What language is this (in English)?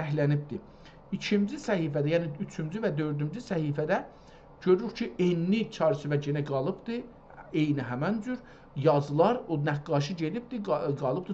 South Azerbaijani